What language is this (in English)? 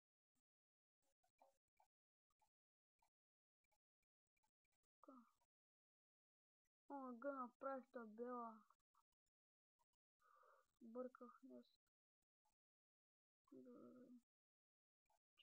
Bulgarian